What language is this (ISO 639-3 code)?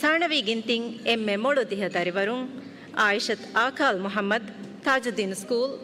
div